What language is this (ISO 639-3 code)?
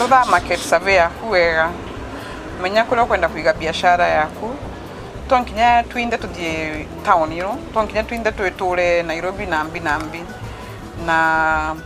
mer